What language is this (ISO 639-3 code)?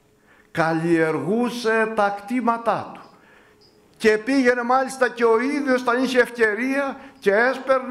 ell